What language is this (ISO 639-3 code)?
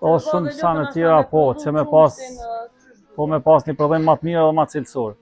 sqi